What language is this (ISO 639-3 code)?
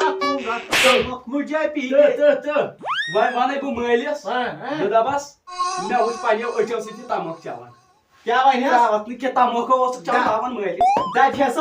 kas